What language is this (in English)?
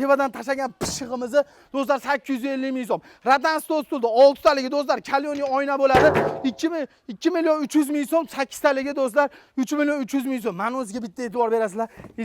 Uzbek